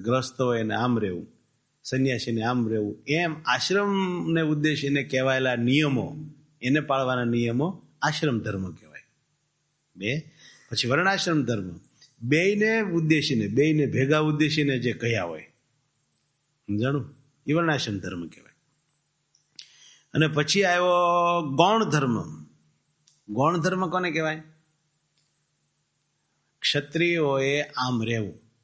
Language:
Gujarati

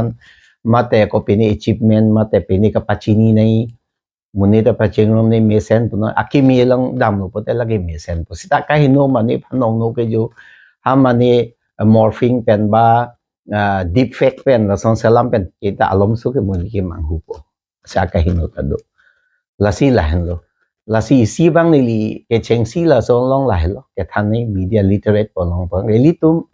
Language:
Karbi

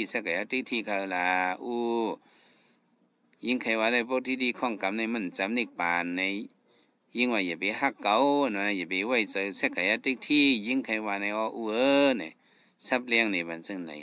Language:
Shan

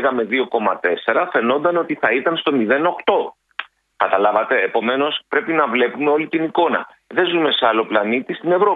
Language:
Greek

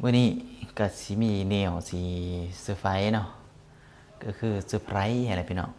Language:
Lao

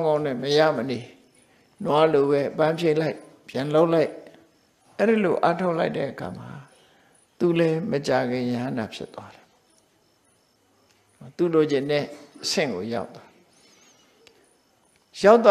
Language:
Burmese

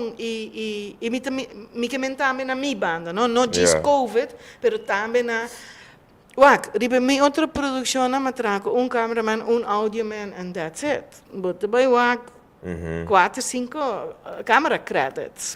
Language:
Papiamento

